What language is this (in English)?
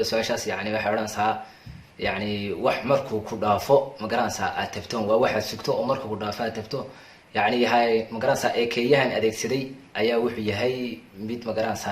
Somali